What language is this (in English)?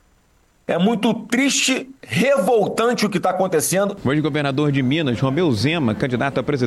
Portuguese